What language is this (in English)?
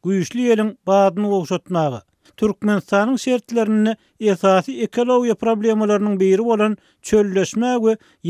Turkmen